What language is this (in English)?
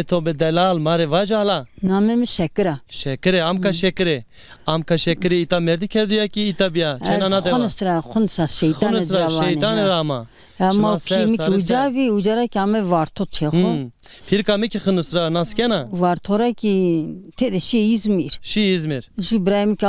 Zaza